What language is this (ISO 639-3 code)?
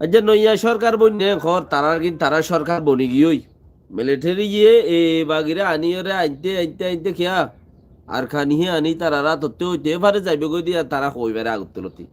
rhg